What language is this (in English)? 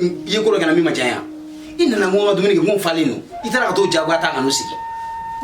Bambara